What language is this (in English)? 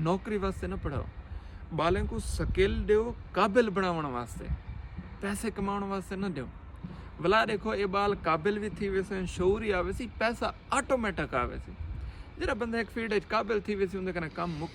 Saraiki